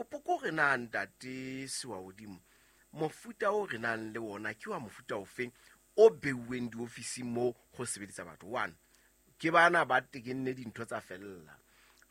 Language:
Southern Sotho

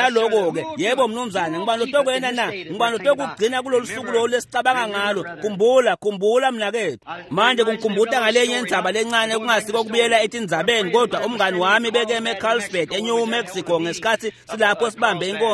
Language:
Swati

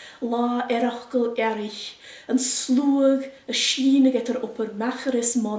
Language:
Scottish Gaelic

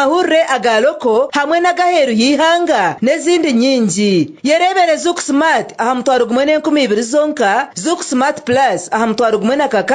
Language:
Nyankole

